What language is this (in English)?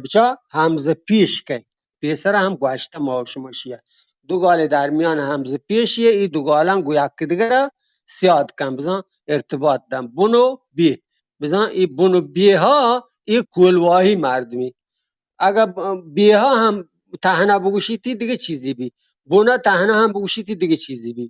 Eastern Balochi